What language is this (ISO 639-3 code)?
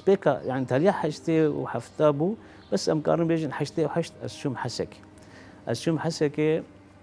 kur